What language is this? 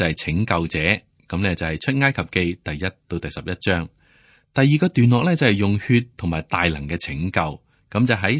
Cantonese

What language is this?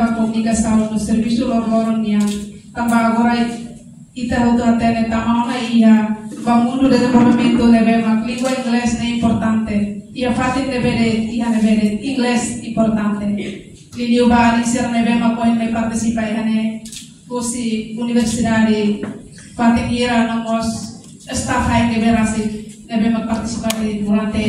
Tetum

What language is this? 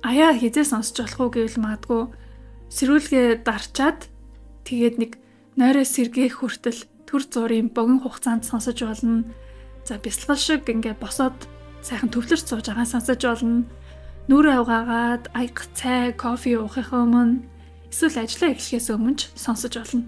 Mongolian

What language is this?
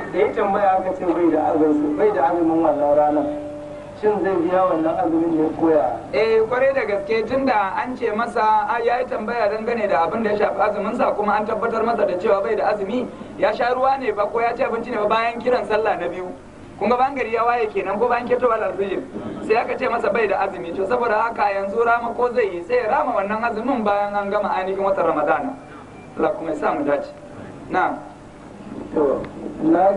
Hausa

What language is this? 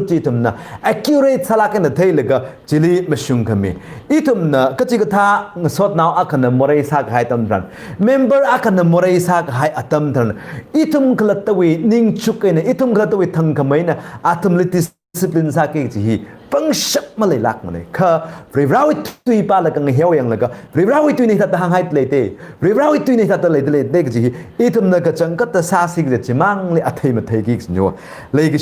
Tangkhul Naga (India)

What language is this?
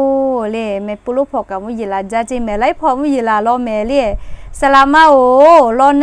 Lahu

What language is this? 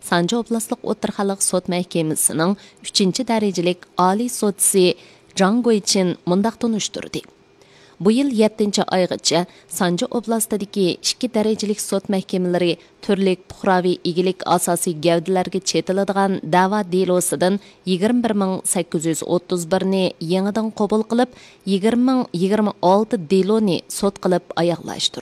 Uyghur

